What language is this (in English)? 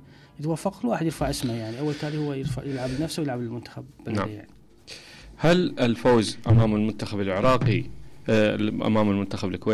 Mesopotamian Arabic